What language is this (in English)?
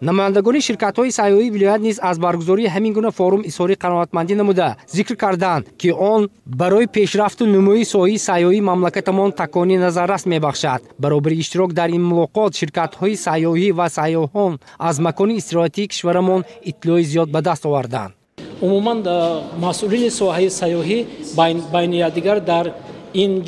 Tajik